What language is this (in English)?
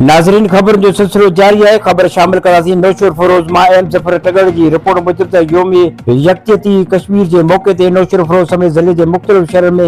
Sindhi